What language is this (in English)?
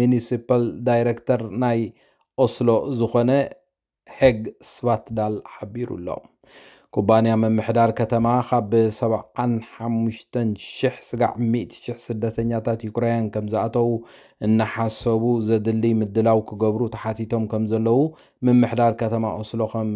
Tigrinya